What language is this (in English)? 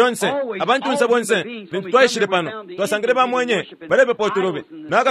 Bemba